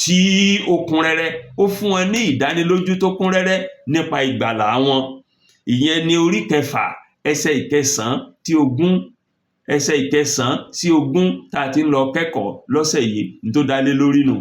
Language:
Yoruba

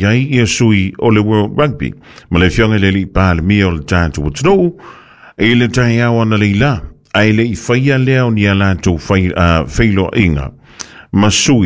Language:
Samoan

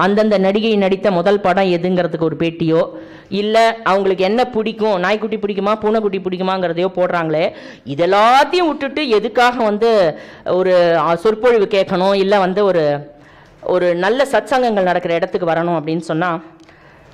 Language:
Tamil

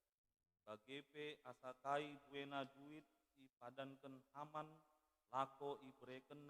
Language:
Batak Karo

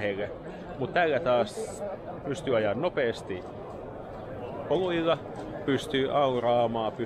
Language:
Finnish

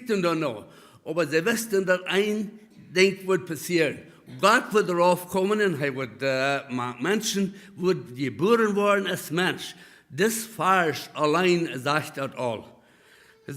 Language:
Plautdietsch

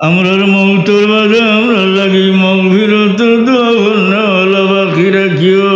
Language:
Sylheti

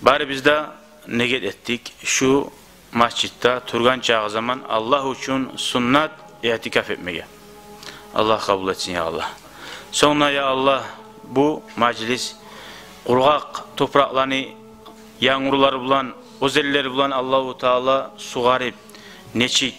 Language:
Kumyk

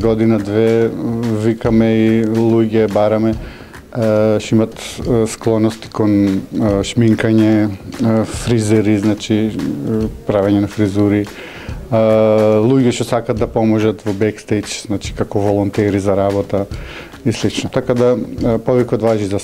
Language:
Macedonian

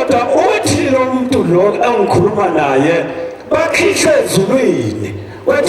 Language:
Zulu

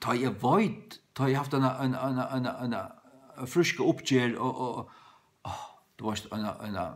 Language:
Faroese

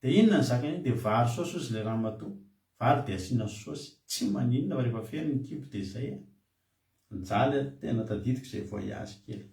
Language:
Malagasy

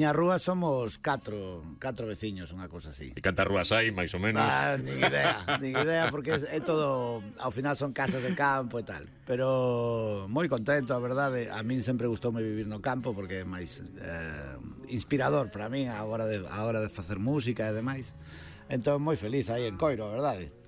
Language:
Galician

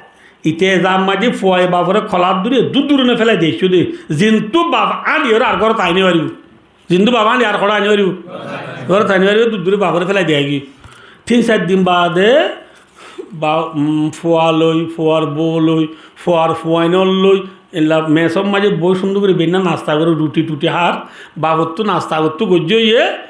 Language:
Rohingya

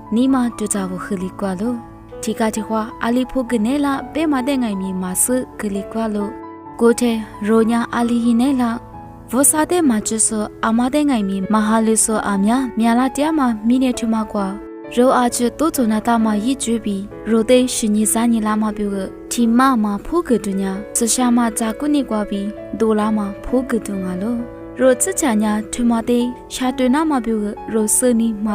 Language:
Lisu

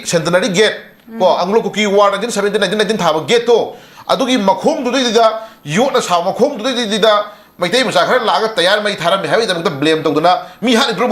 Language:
Manipuri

